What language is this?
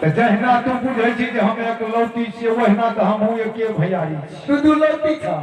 Maithili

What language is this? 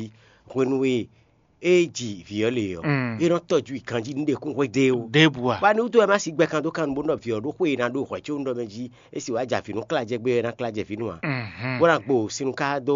Fon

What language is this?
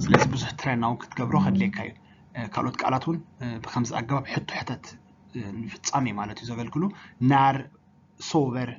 Tigrinya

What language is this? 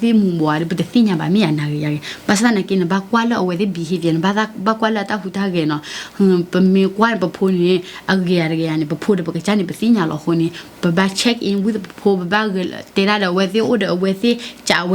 S'gaw Karen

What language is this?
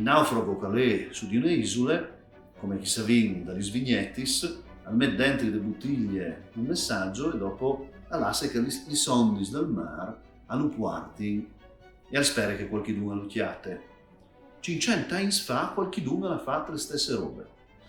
Friulian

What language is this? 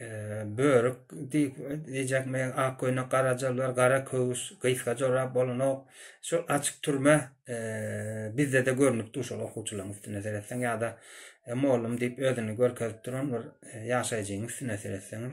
Turkmen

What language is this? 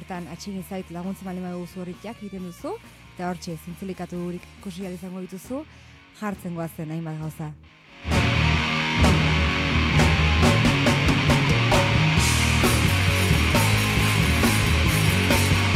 Basque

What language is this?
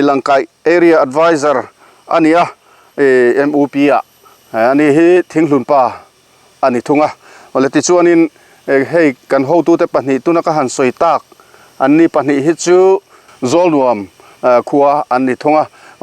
Mizo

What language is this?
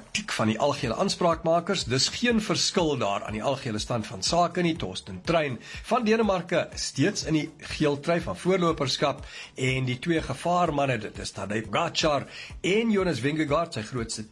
Afrikaans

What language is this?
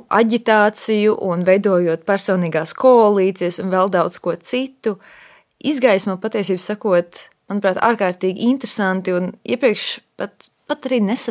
Latvian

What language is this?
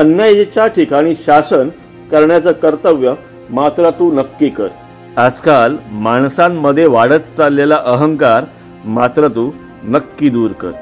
Marathi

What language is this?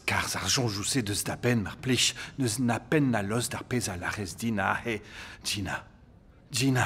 Breton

